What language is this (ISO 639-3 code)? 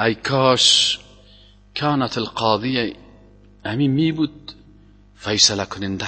fas